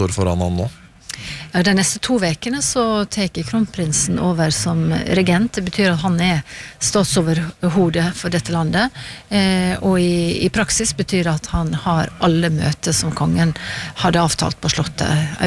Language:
Norwegian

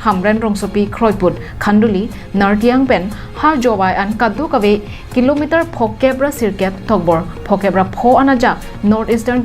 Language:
Karbi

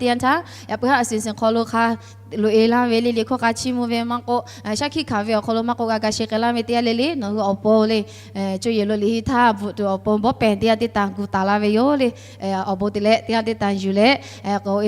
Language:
Lahu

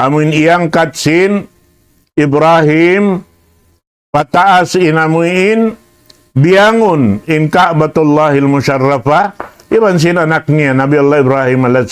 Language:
Tausug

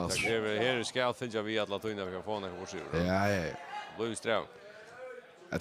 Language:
Faroese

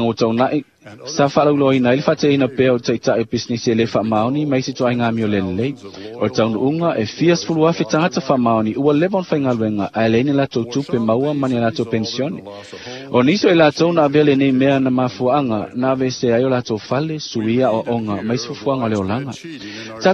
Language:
Samoan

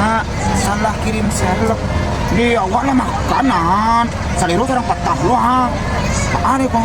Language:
Minangkabau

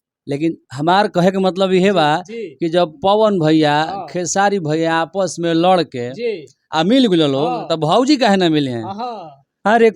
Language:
Bhojpuri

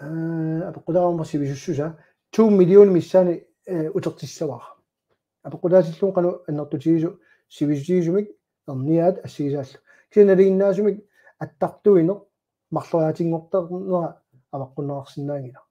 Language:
Kalaallisut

